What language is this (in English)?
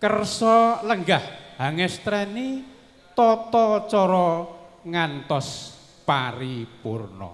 Javanese